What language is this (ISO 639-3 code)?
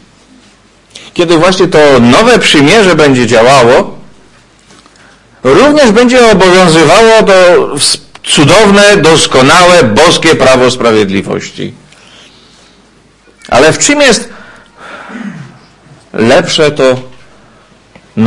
pol